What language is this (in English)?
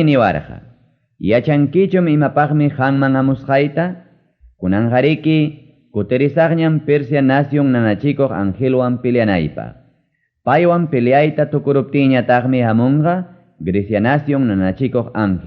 Ayacucho Quechua